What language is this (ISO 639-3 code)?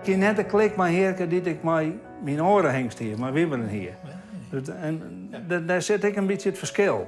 fry